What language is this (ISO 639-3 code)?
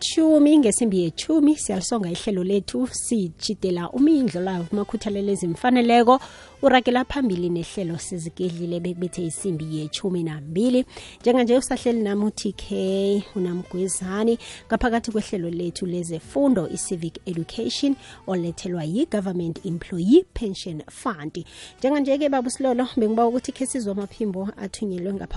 nbl